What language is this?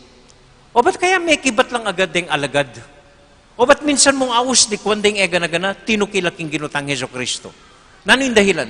Pampanga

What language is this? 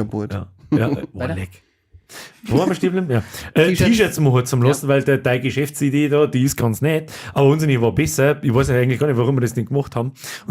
Bavarian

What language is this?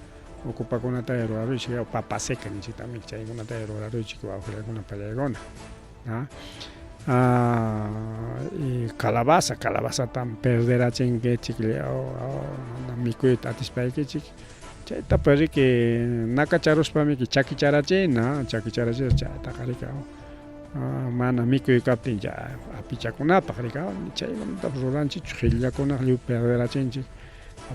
Ayacucho Quechua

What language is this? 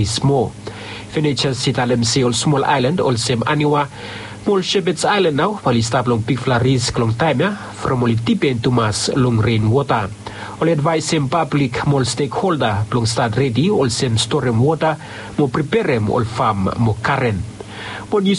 Bislama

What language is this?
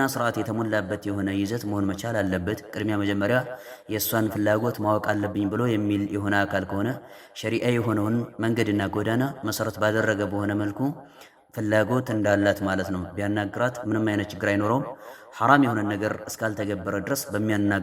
Amharic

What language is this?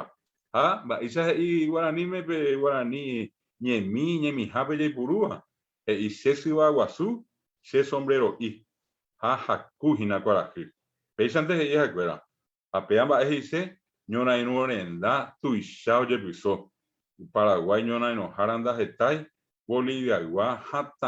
Guarani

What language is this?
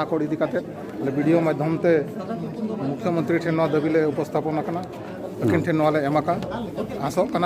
Santali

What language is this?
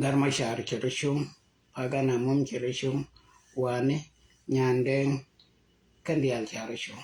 Nuer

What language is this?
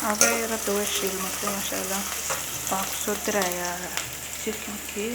Somali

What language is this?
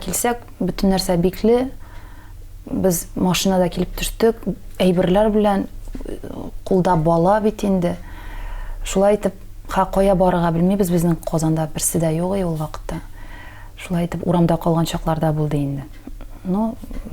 Tatar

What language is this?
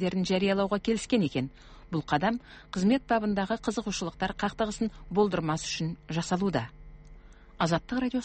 Kazakh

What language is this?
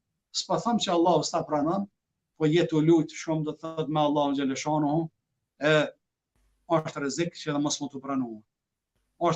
Albanian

